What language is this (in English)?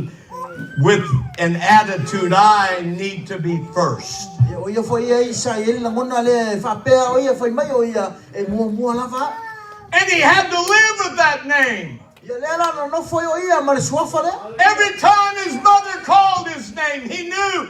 Samoan